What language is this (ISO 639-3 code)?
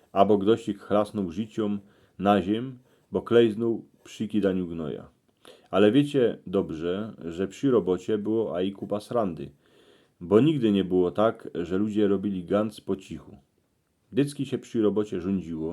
szl